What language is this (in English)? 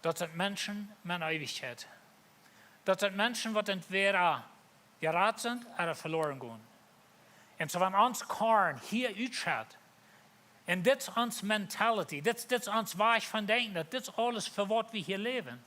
Plautdietsch